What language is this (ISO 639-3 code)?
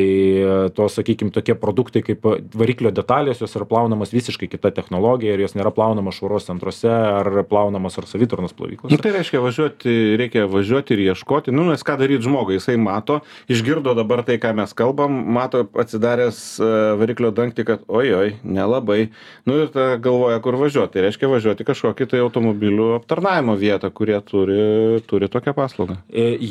lit